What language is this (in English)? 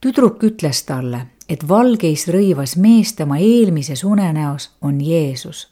Estonian